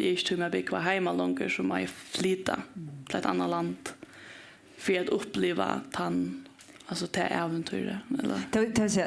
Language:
Faroese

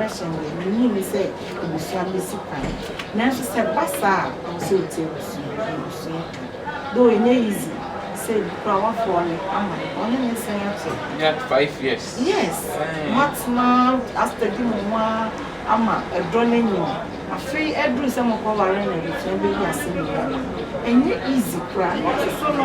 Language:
Akan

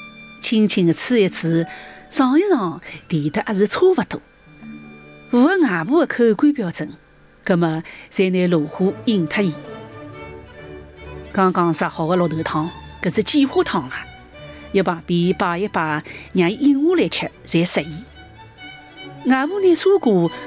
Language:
Chinese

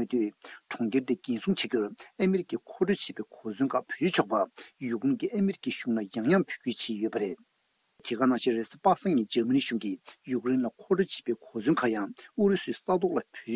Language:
Tibetan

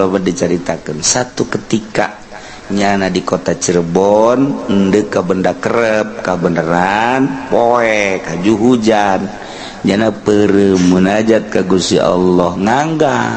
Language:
Sundanese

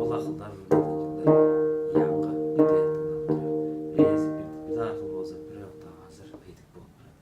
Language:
Tuvinian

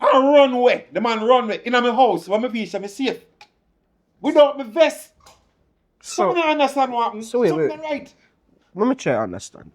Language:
Jamaican Creole English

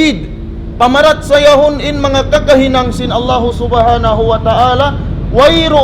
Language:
Tausug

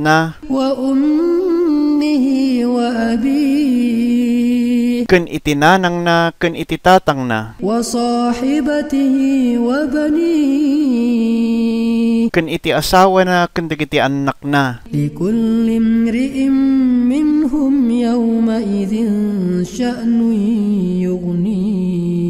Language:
Iloko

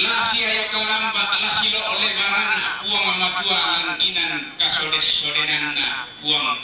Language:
Toraja-Sa'dan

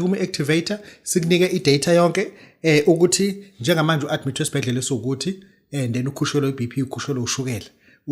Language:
Zulu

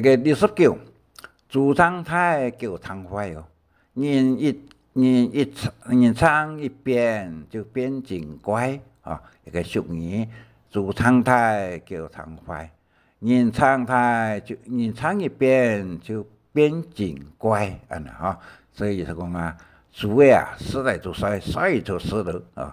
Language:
Hakka Chinese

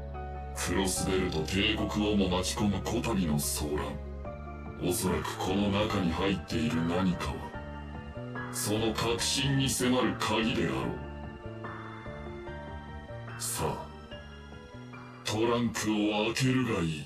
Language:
Japanese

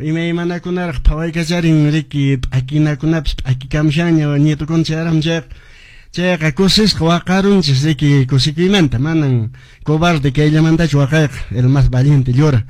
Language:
Quechua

